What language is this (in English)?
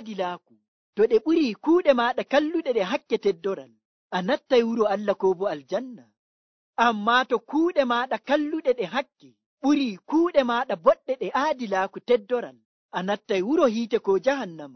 Nigerian Fulfulde